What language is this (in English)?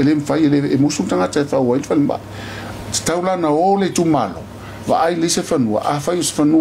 Samoan